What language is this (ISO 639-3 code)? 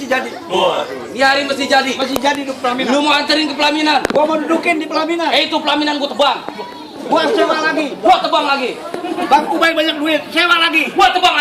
bew